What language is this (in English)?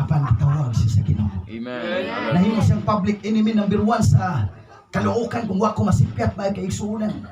Cebuano